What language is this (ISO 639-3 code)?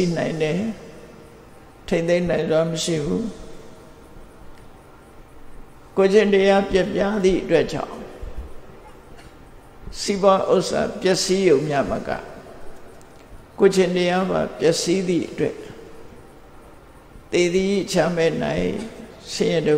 mya